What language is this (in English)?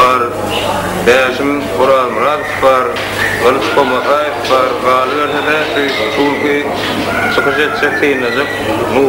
Turkmen